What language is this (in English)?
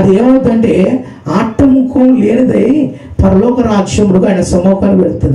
Telugu